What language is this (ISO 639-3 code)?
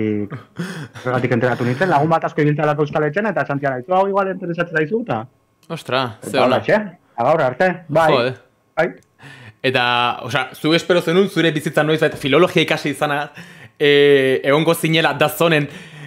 eus